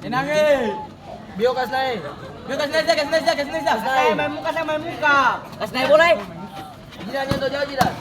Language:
Ambonese Malay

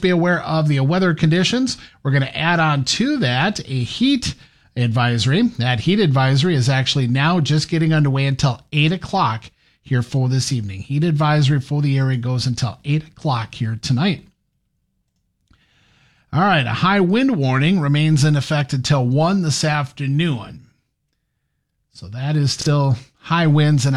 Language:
English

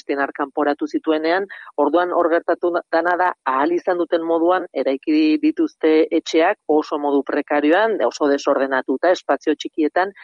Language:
Basque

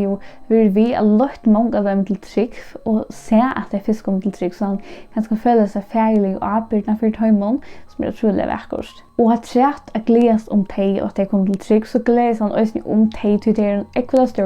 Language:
Faroese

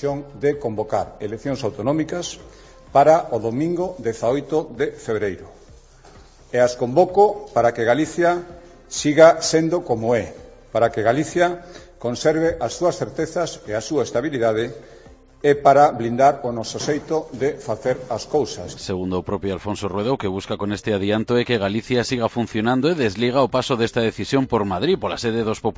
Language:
Galician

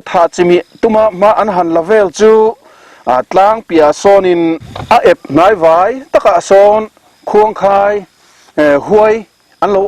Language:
Mizo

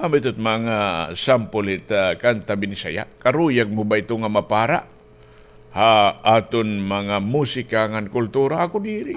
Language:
Waray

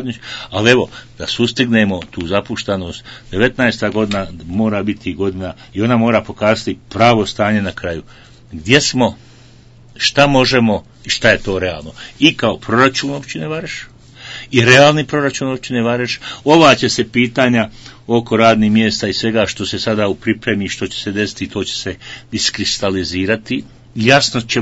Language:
Bosnian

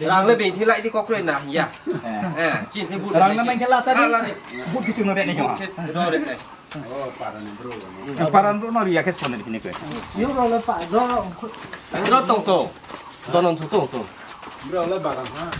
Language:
Riang (India)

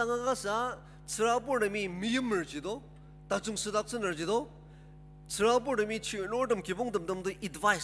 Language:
Ao Naga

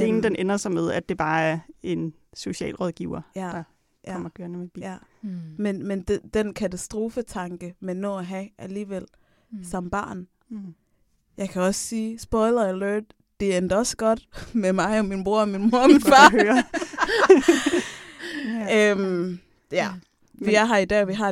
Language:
Danish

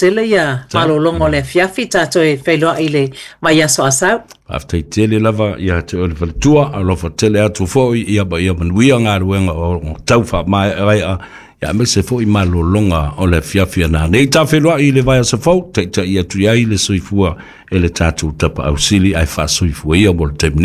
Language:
Samoan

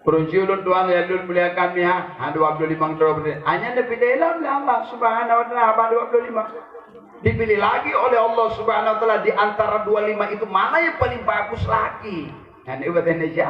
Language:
Achinese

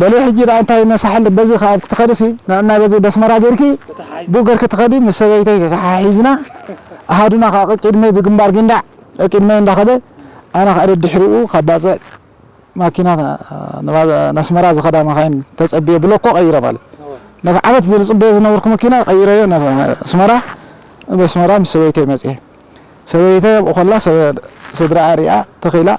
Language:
Tigrinya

